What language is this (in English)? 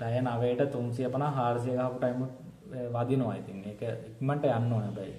Sinhala